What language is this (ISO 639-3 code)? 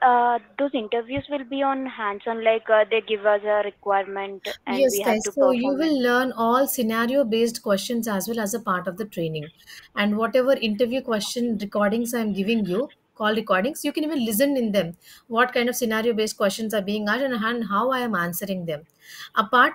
eng